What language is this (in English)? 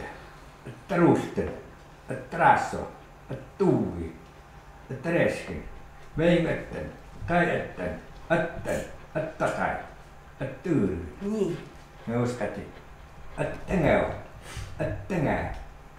Chukot